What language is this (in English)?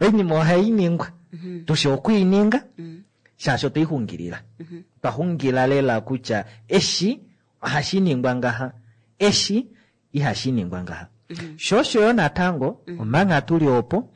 Kuanyama